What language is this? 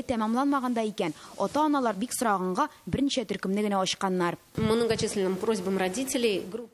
Tatar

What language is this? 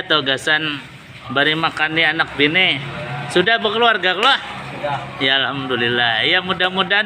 Banjar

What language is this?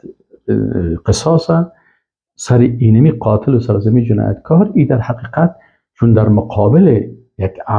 Persian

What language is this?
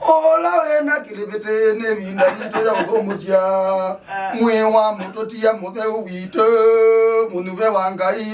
Kamba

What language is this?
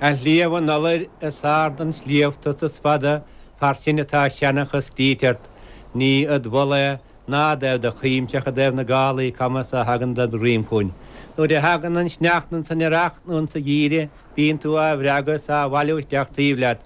Irish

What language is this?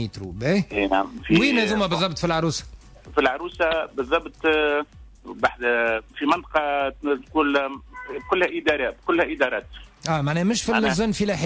Tunisian Arabic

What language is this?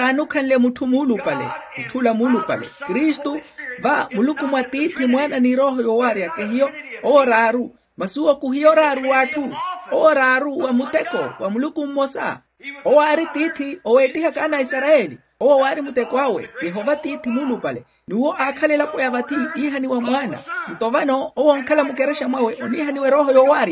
Makhuwa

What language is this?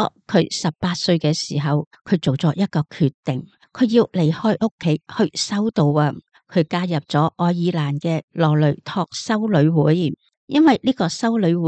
Cantonese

